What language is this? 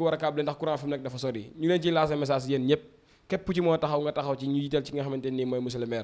Wolof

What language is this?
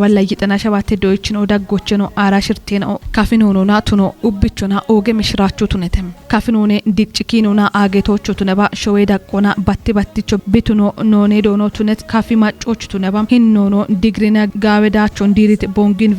Kafa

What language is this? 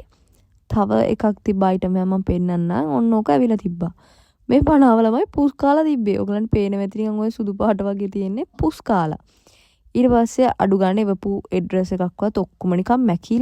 Sinhala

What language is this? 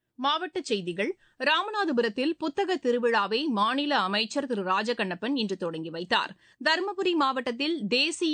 Tamil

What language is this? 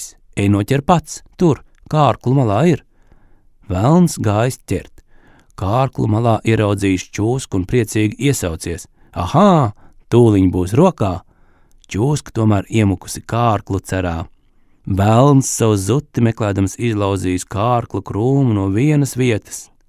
Latvian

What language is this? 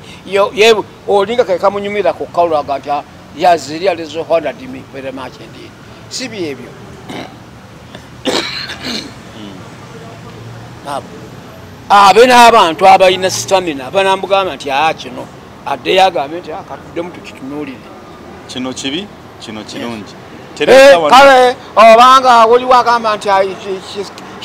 Ganda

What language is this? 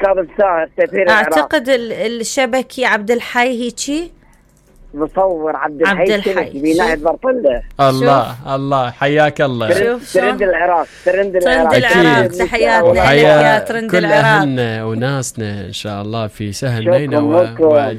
Mesopotamian Arabic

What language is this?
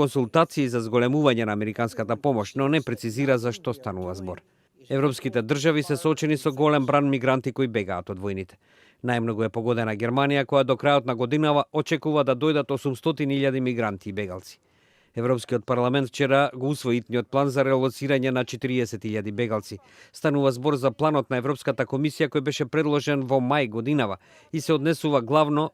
Macedonian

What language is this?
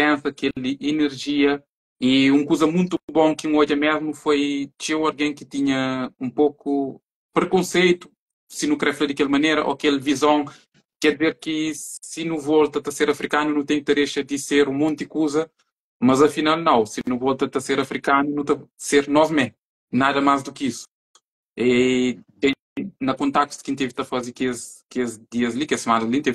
Kabuverdianu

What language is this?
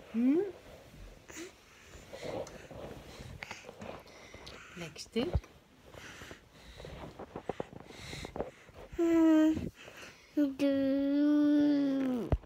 Dutch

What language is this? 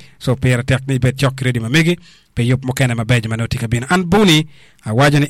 Acoli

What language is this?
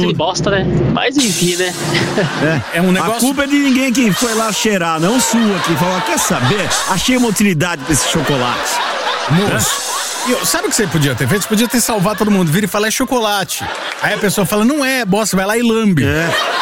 Portuguese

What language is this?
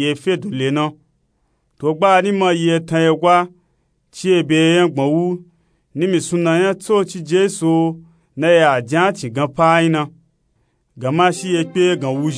Nupe-Nupe-Tako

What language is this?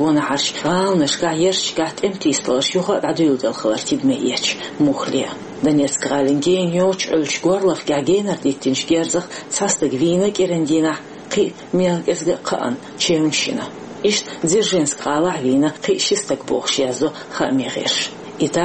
Chechen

